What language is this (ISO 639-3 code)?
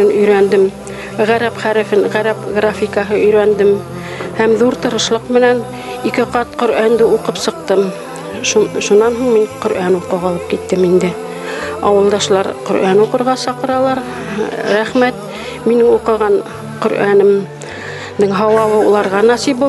bak